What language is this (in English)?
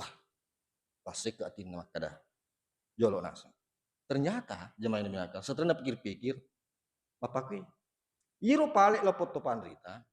Buginese